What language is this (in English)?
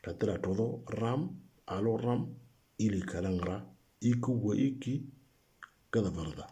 Moro